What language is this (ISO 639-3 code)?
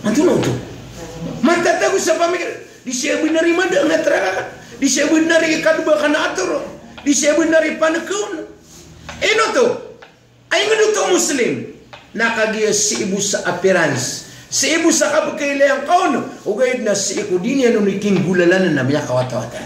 mrw